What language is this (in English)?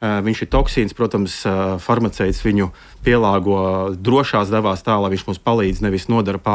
Latvian